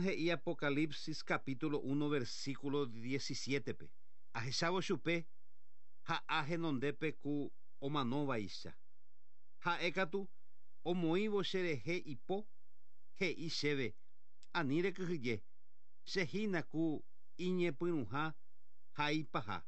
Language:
Guarani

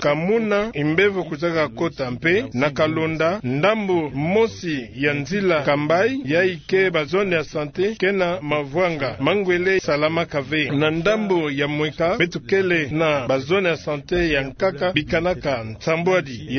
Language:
Kituba (Democratic Republic of Congo)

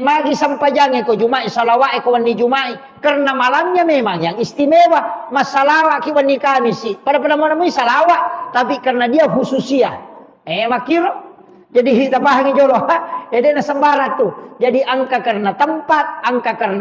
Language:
Buginese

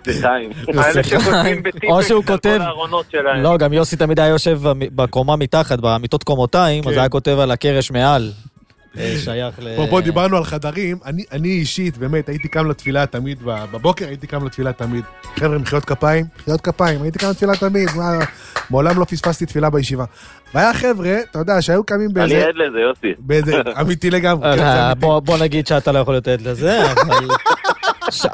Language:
Hebrew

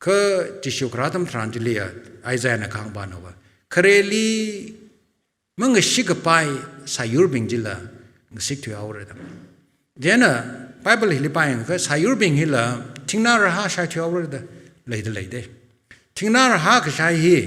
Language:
Tangkhul Naga (India)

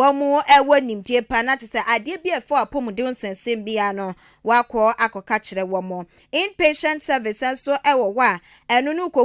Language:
Akan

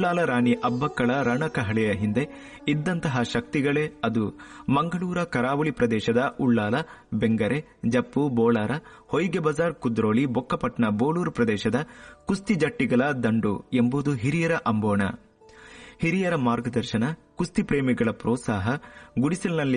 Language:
Kannada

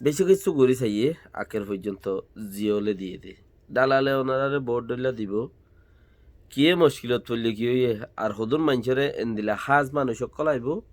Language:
Rohingya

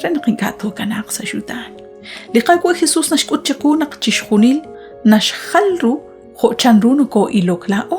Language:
Kekchí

